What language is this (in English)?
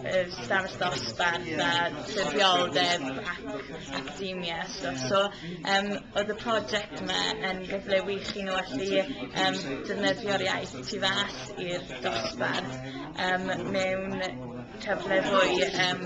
Welsh